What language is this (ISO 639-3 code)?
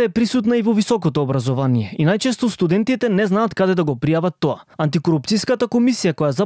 mkd